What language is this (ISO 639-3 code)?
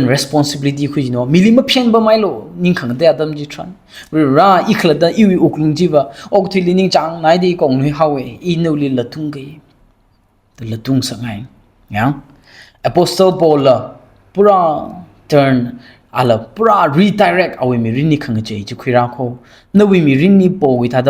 nmf